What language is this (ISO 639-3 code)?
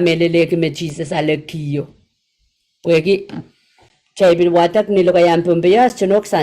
pon